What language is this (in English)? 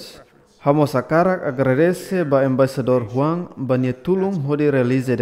Tetum